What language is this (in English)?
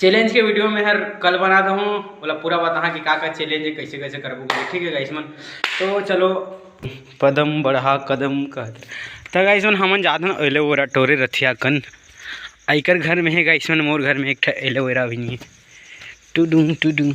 Chhattisgarhi